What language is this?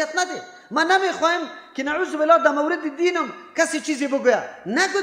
Persian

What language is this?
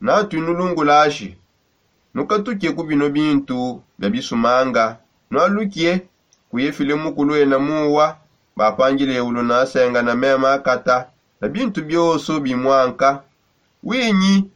Songe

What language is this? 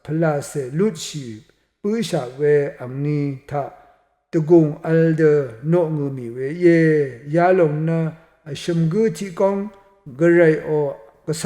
Rawang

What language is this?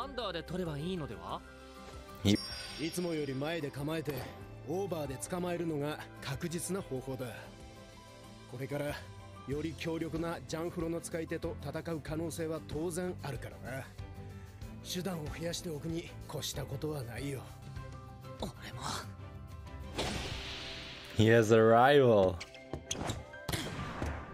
Japanese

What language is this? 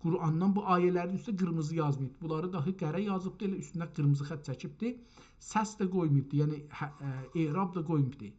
South Azerbaijani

